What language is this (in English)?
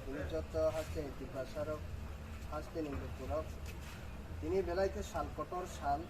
Kok Borok